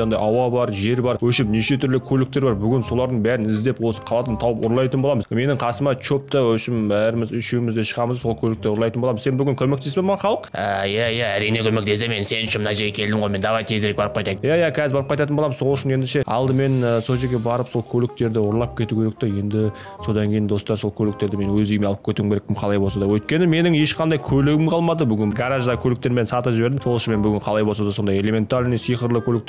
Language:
Kazakh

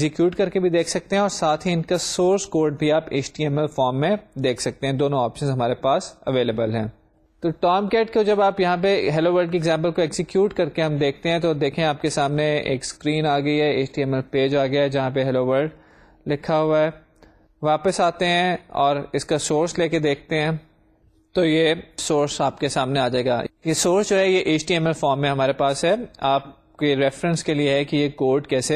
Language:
Urdu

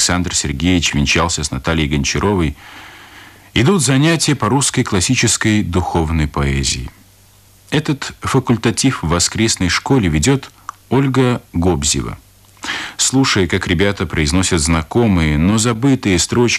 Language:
Russian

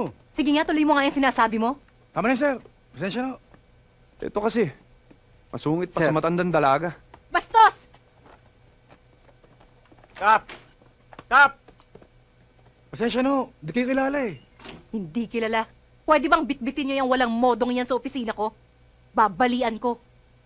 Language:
Filipino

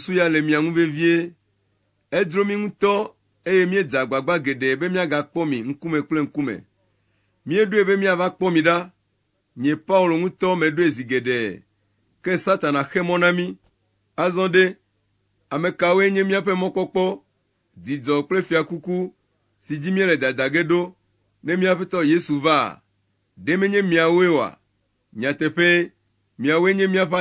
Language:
Ewe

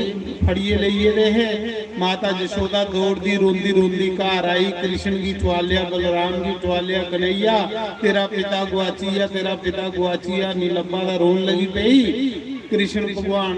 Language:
Dogri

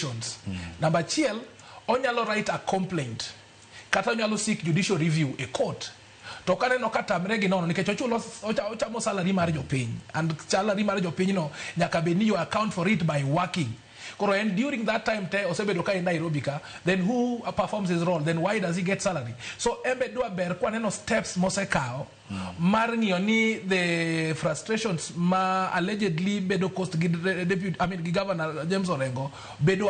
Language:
Luo (Kenya and Tanzania)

